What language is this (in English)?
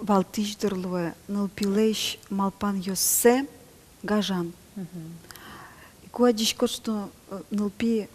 Udmurt